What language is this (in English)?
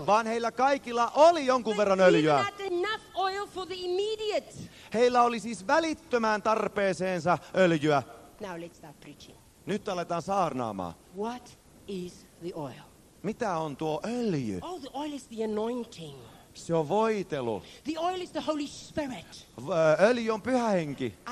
Finnish